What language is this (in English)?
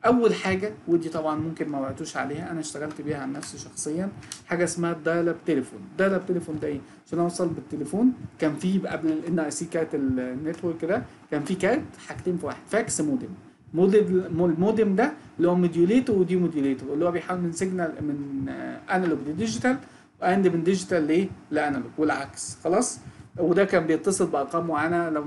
Egyptian Arabic